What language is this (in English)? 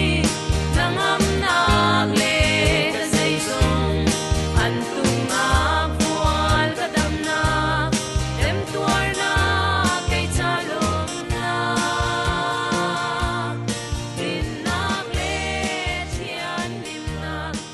Falam Chin